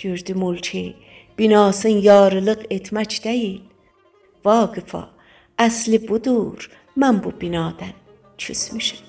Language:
South Azerbaijani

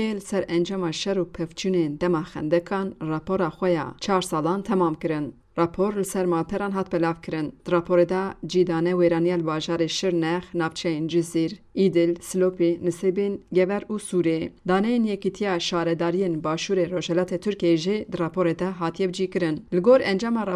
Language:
Kurdish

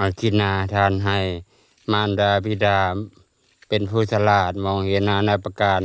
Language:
Lao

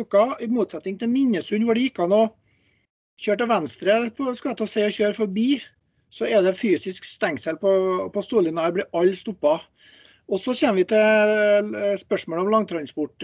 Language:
Norwegian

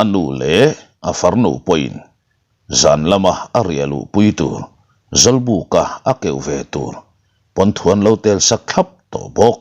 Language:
Mizo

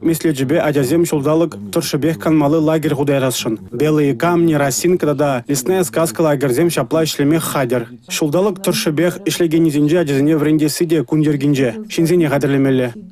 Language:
Chuvash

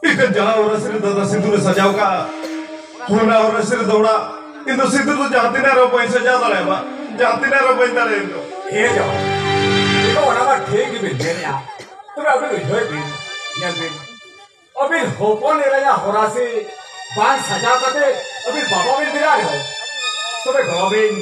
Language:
Santali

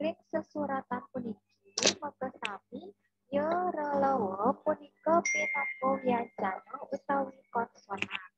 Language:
Balinese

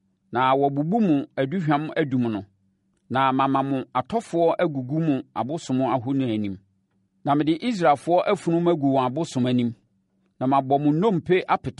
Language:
Akan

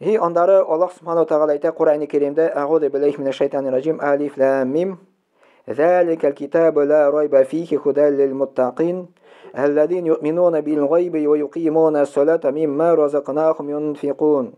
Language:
Tatar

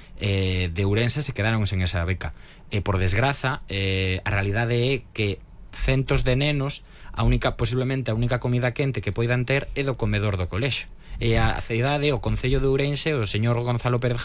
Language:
Galician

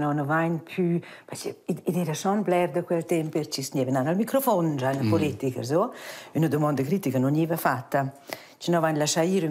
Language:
Romansh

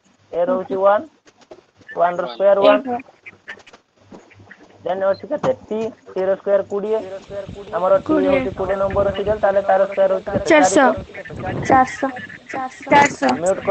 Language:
Odia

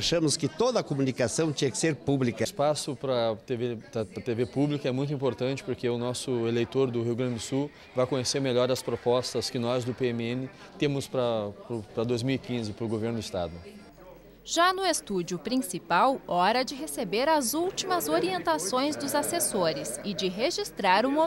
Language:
Portuguese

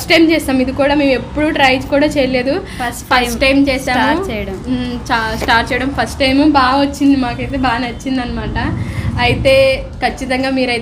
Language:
Telugu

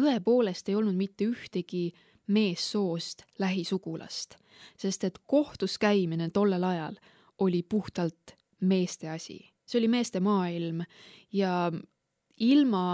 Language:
Estonian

